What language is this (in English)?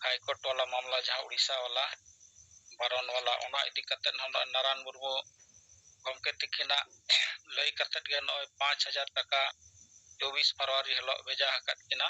Santali